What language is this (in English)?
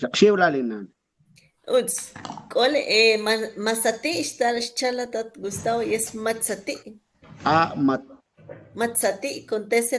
Kʼicheʼ